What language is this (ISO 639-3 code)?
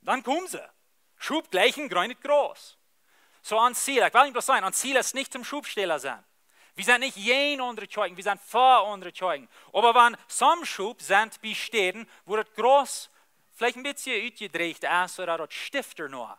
pdt